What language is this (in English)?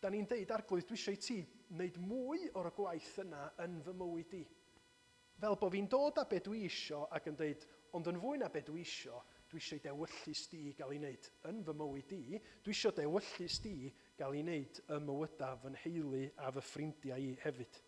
Welsh